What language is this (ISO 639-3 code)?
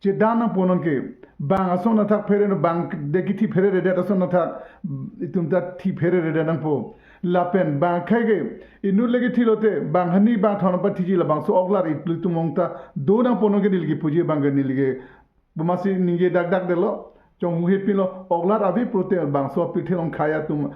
mjw